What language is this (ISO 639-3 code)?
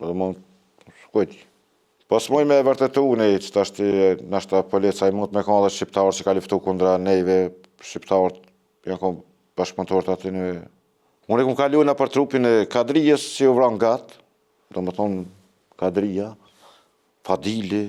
sqi